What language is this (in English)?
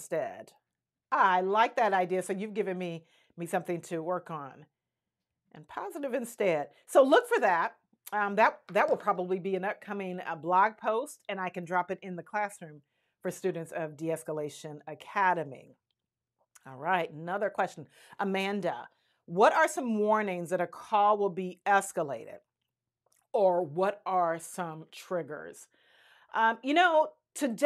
English